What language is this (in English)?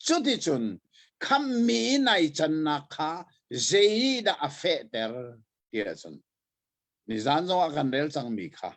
Hakha Chin